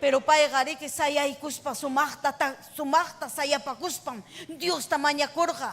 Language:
Ayacucho Quechua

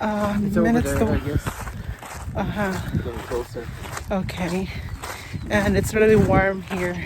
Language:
Cebuano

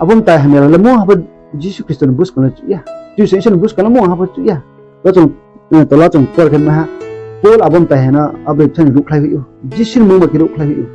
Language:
Riang (India)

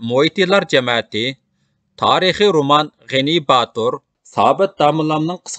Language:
Uyghur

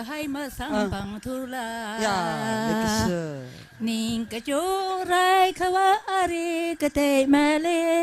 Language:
Tangkhul Naga (India)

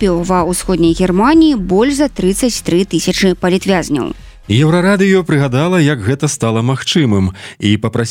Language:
Belarusian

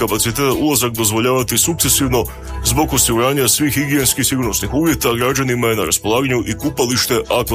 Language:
Croatian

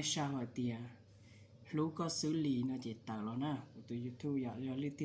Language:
Hmong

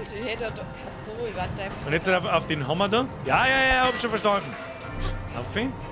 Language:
Bavarian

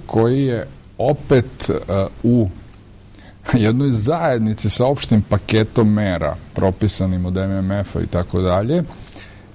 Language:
Serbian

